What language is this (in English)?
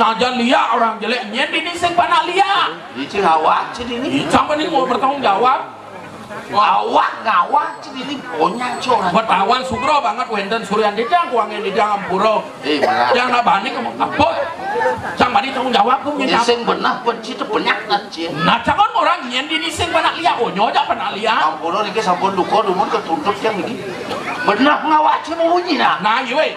Balinese